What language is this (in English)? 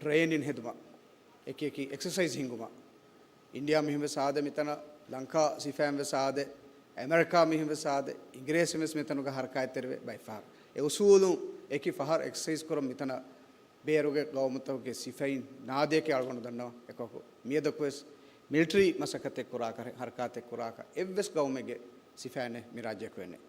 Divehi